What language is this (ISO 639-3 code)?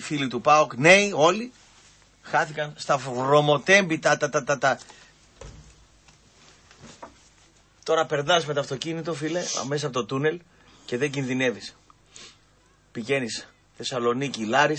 ell